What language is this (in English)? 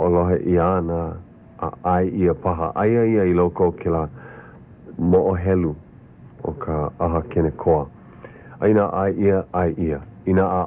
Hawaiian